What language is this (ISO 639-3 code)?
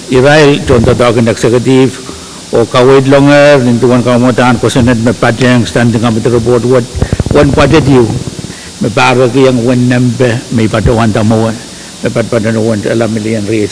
pon